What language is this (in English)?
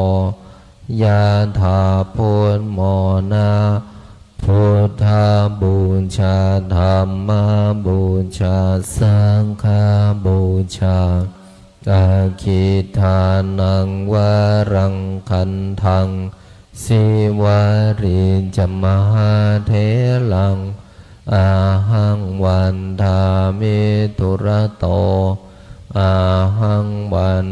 Pali